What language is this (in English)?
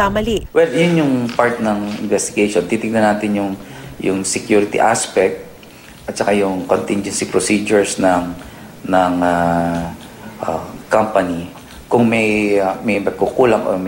Filipino